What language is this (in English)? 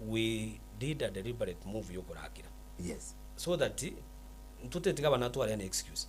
Gusii